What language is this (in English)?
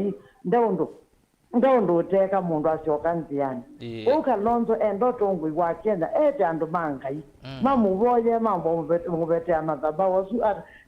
Kamba